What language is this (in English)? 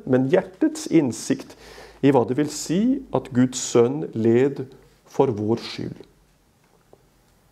Norwegian